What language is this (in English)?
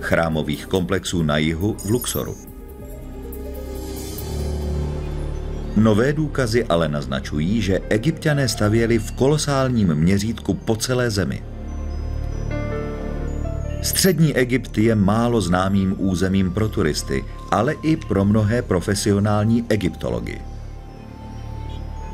Czech